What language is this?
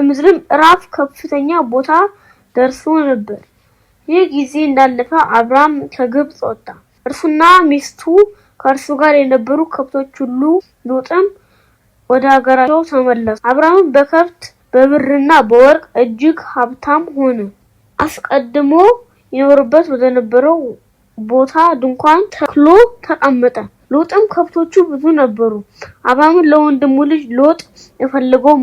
Amharic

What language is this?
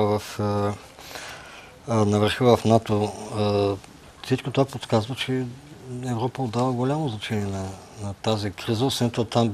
Bulgarian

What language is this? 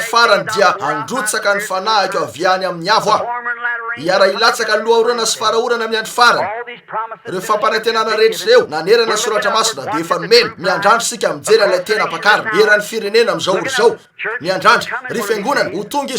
Malagasy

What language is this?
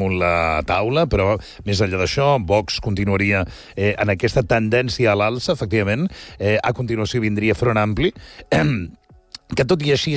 Catalan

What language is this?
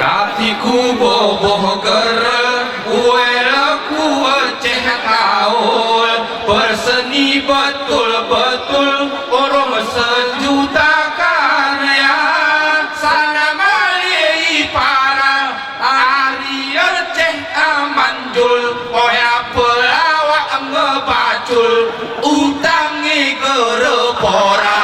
Gayo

